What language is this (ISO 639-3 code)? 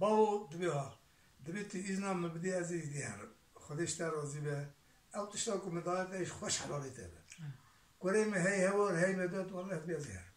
kur